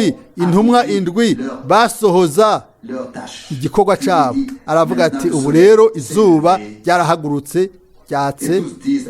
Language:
Rundi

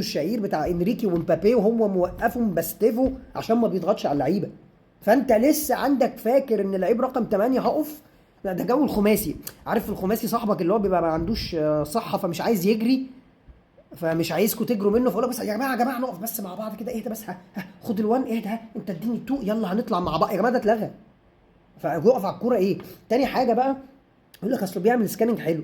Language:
Egyptian Arabic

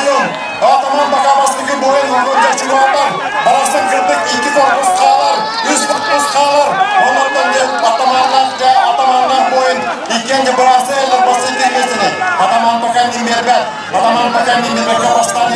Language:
Yakut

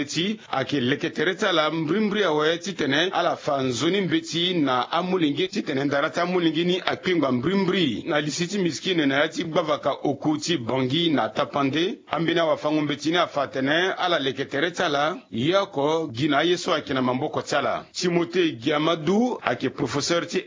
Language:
Sango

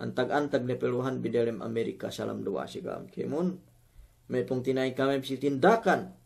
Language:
Yakan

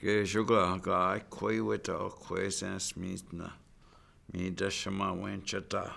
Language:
Chippewa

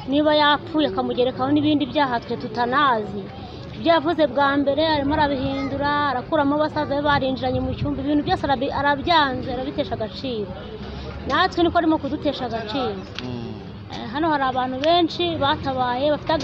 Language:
Kinyarwanda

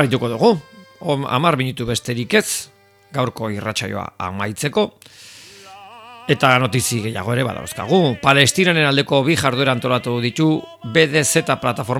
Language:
Basque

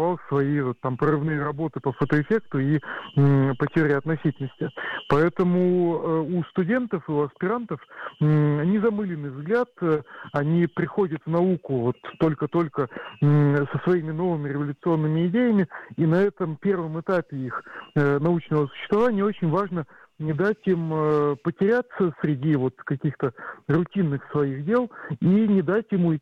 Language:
Russian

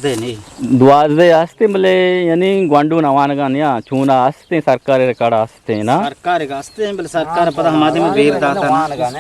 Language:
Eastern Balochi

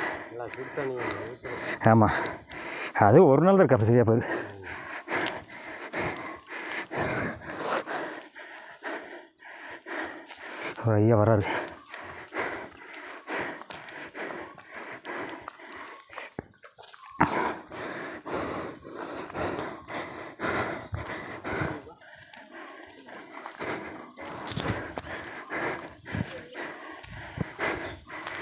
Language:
Tamil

